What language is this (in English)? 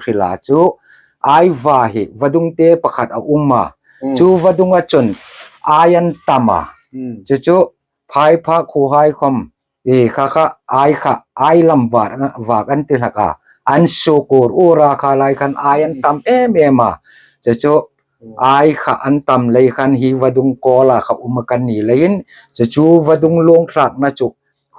Hmar